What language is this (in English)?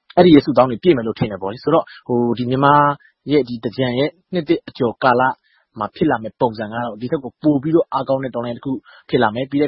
Burmese